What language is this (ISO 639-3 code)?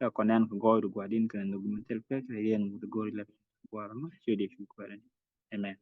nus